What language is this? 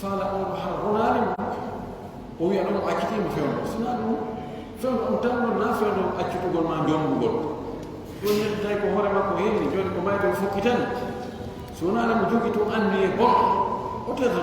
Pular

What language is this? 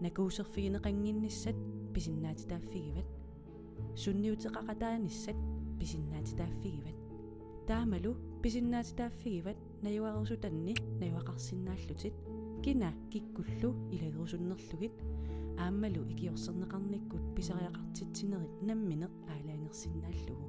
Kalaallisut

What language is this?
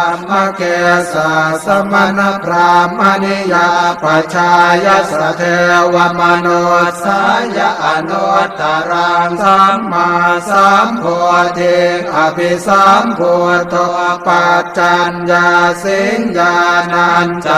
Pali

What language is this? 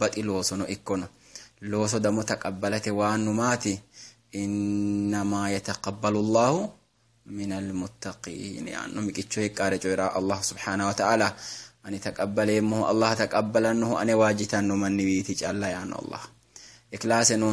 Sidamo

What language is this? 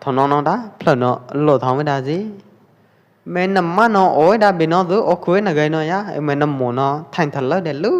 Pwo Eastern Karen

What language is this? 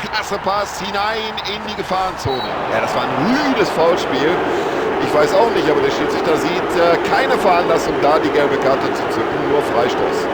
Bavarian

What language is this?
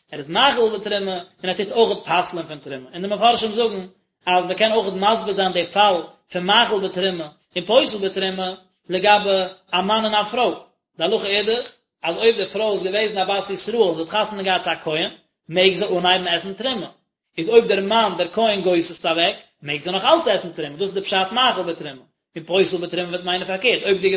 Yiddish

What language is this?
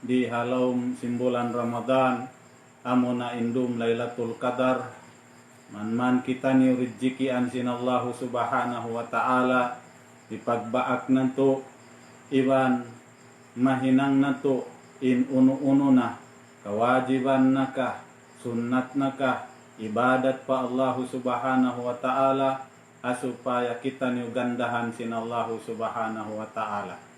Tausug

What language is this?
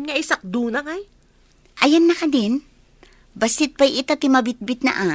Iloko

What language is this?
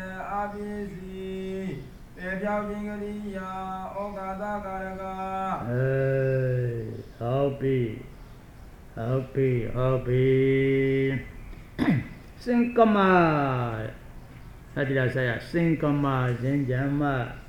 Burmese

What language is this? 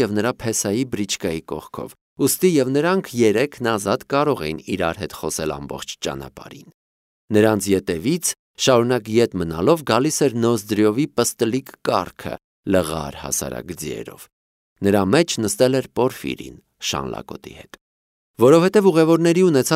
Armenian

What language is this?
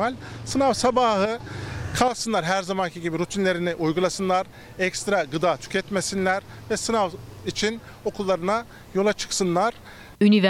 Turkish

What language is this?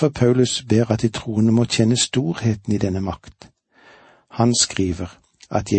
Norwegian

